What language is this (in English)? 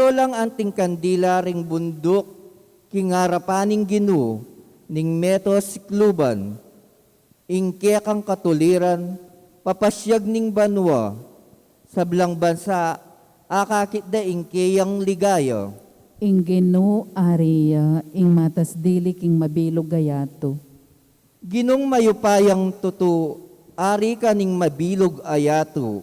Pampanga